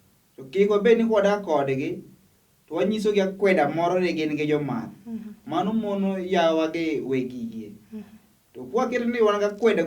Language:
Luo (Kenya and Tanzania)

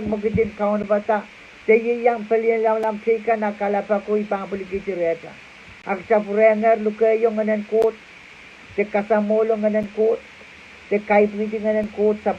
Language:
Pohnpeian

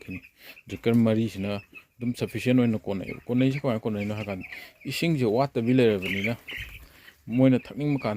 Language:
Manipuri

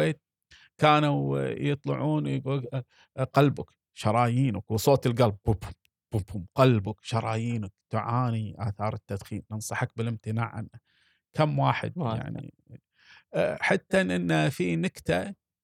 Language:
Gulf Arabic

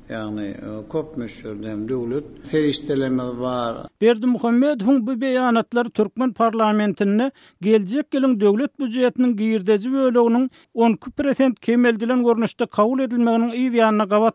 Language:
Turkmen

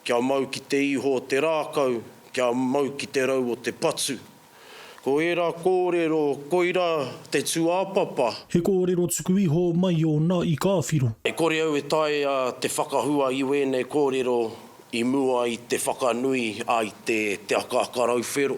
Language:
Māori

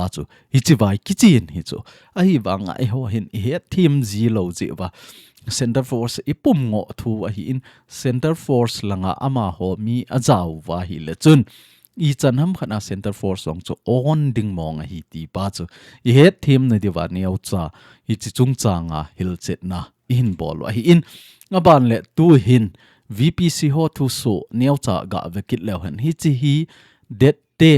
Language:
Thado Chin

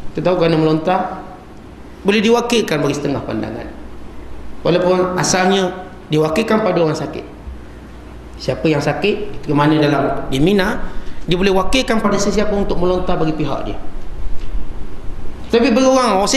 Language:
Malay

